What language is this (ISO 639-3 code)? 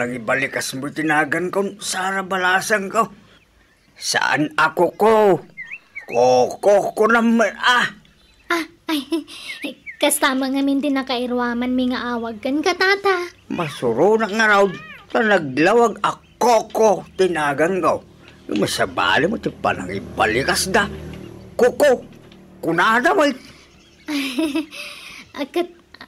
ilo